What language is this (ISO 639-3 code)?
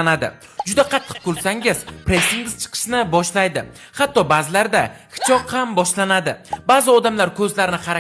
uzb